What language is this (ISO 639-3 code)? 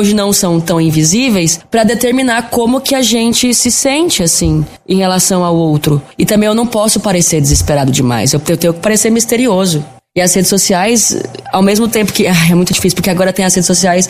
por